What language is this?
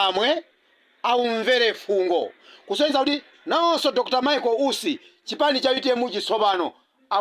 Nyanja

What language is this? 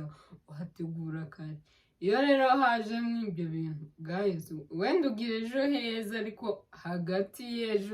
Kinyarwanda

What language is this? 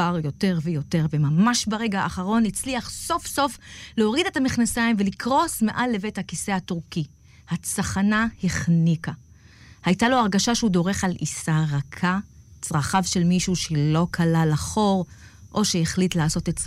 Hebrew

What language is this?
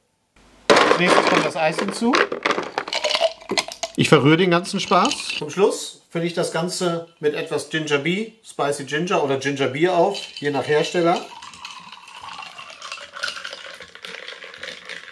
German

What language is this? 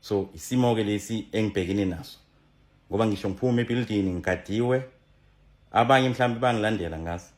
Zulu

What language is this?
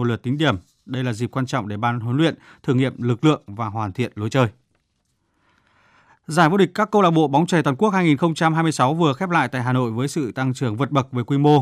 Vietnamese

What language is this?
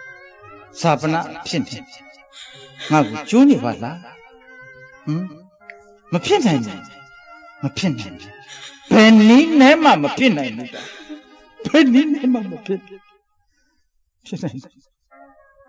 Burmese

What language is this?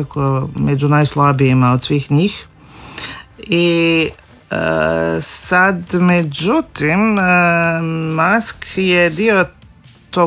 Croatian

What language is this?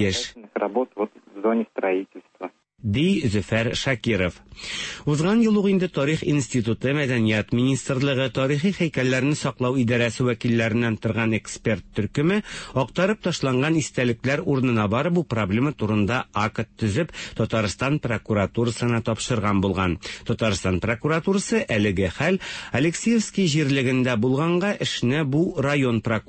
Tatar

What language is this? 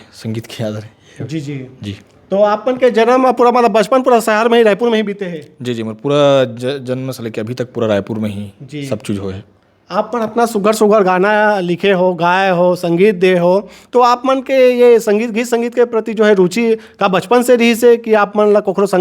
Chhattisgarhi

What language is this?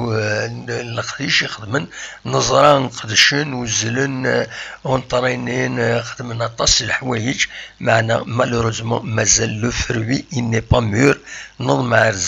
Kabyle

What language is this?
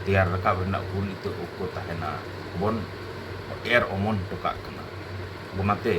Santali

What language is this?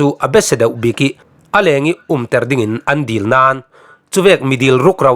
Falam Chin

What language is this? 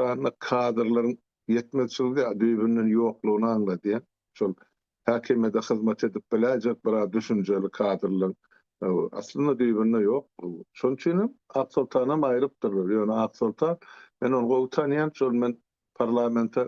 Turkmen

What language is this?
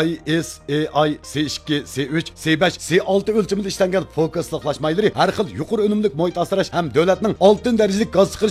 Uyghur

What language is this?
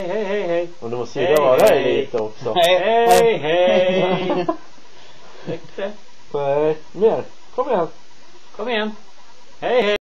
Swedish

